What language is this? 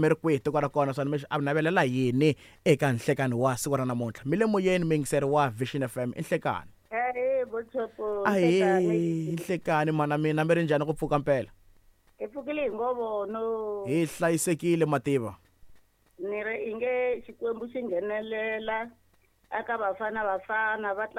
Tsonga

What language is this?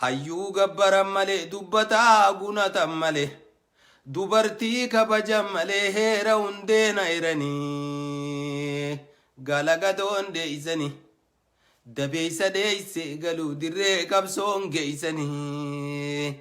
Oromo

